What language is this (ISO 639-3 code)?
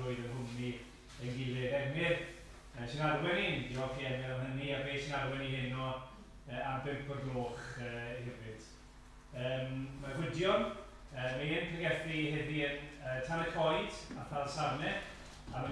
cym